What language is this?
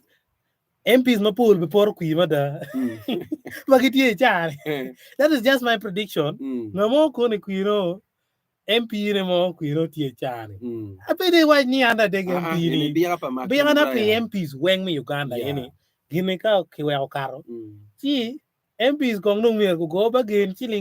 Acoli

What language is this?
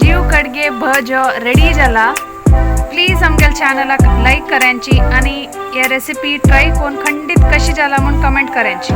Konkani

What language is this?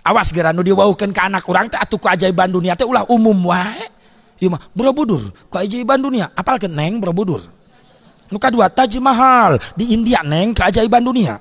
Sundanese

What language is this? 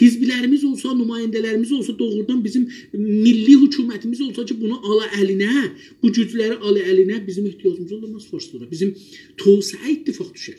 South Azerbaijani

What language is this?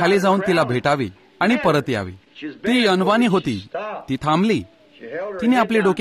Marathi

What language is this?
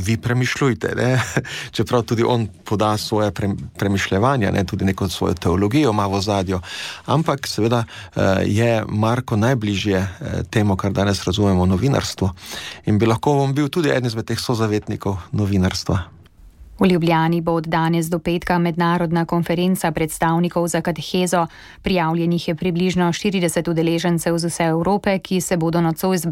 Slovenian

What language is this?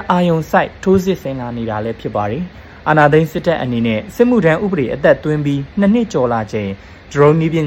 Burmese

